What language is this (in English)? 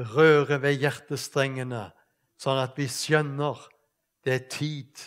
Faroese